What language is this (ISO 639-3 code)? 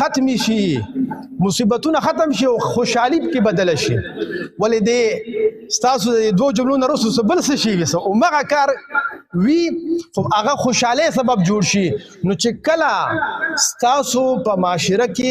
pus